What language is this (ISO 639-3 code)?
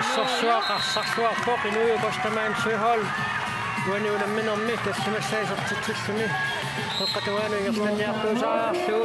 kal